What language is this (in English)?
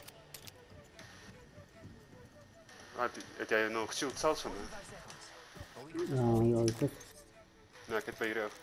Afrikaans